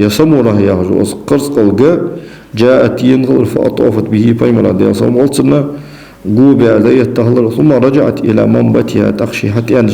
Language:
Ingush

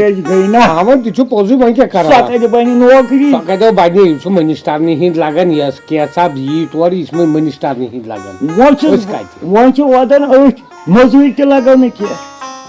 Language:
Kashmiri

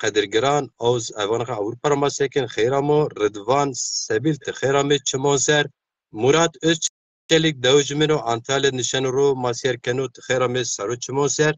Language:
Zaza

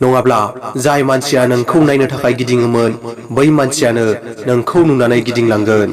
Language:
Bodo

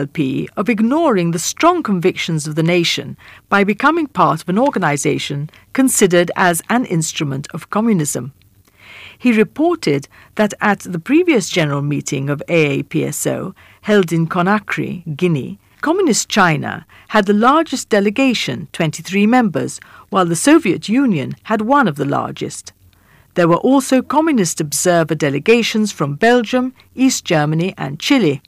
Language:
Maltese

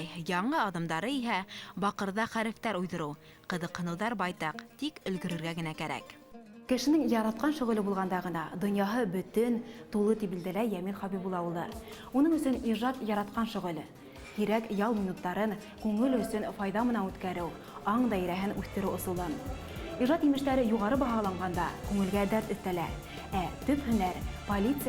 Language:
Bashkir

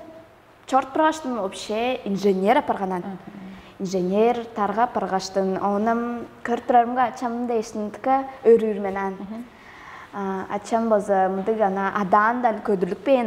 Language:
Tuvinian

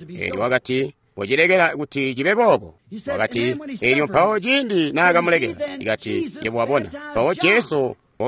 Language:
Tonga (Zambia)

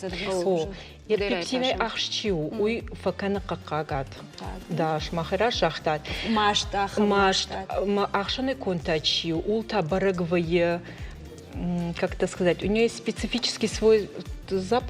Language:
Ossetic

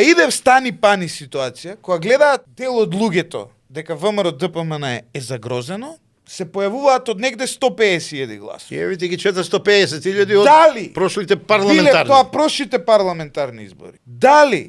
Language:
Macedonian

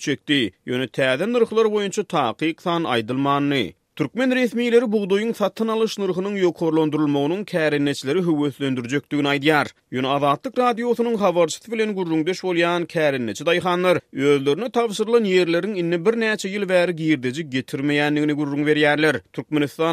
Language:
Turkmen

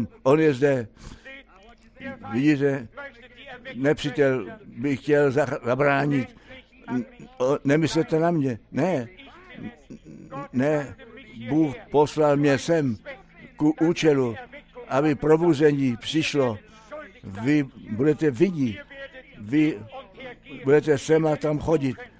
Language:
Czech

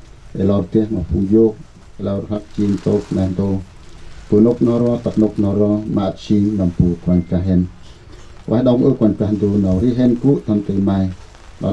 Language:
Central Mnong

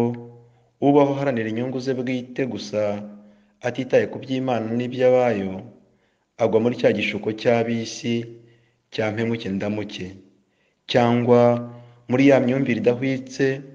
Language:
Kinyarwanda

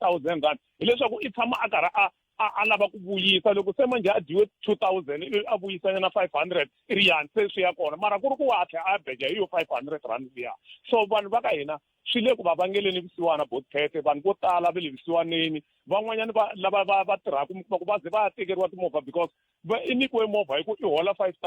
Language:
Tsonga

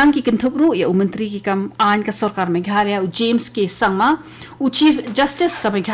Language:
Khasi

